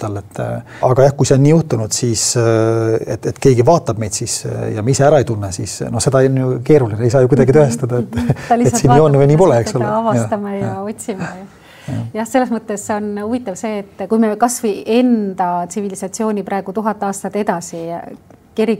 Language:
Estonian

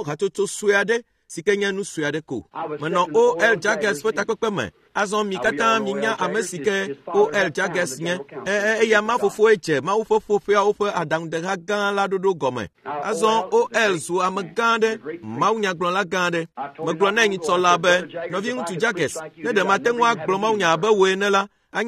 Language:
Ewe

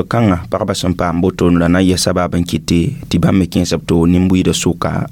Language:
Mossi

